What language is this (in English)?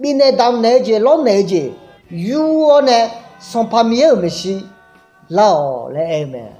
Akha